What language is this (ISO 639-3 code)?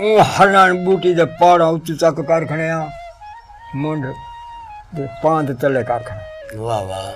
skr